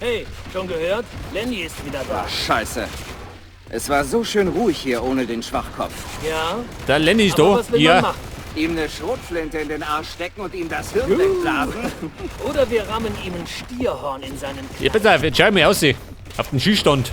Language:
Bavarian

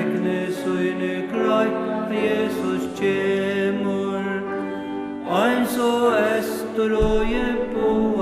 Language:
Faroese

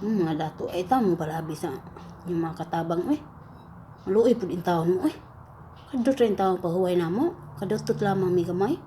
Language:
Cebuano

